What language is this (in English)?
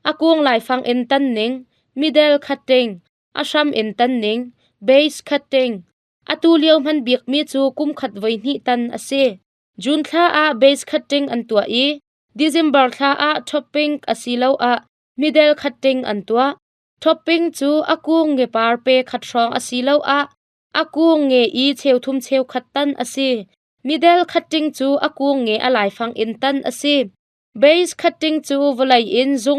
Hakha Chin